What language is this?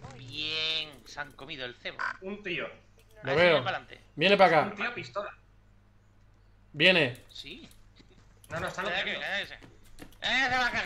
Spanish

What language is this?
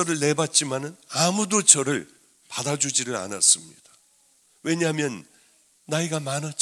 Korean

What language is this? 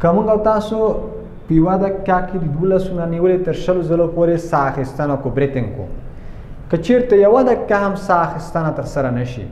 Pashto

